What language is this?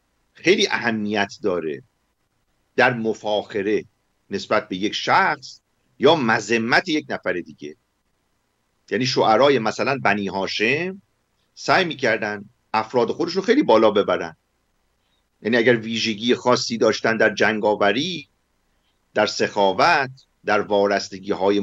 Persian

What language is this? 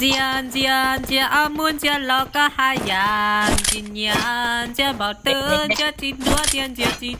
Hmong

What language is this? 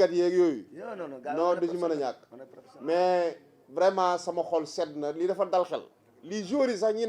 Wolof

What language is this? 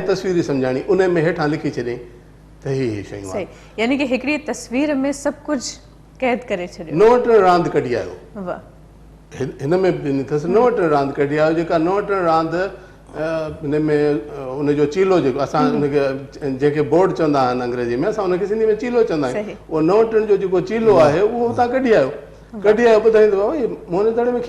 Sindhi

